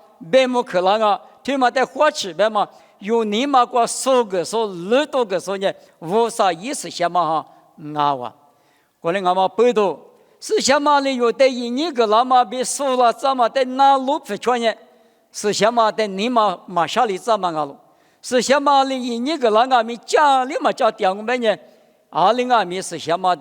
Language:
Lisu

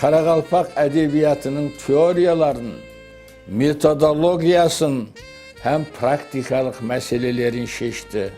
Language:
Kara-Kalpak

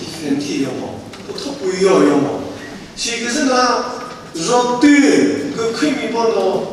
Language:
Chokri Naga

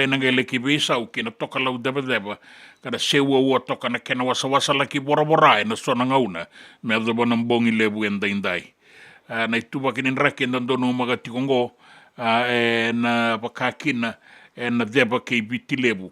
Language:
Fijian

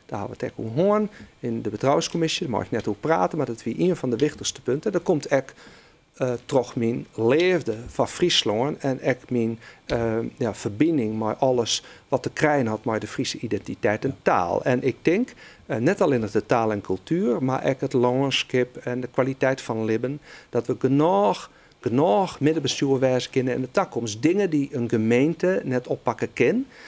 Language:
Western Frisian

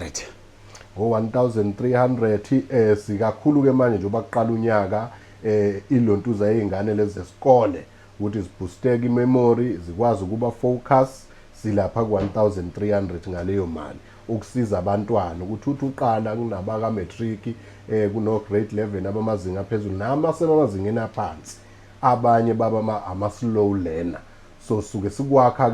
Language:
Zulu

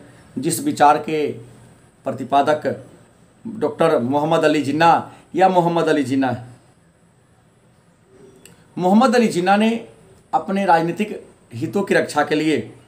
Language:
Hindi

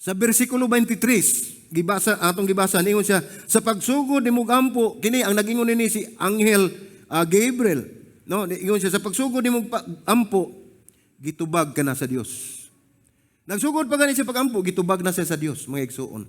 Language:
Cebuano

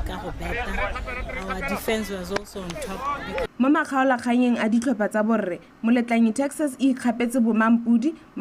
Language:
Tswana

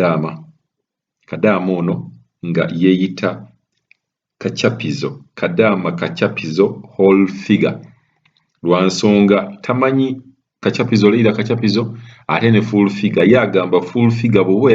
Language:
Ganda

